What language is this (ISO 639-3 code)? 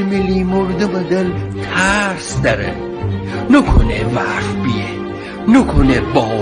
glk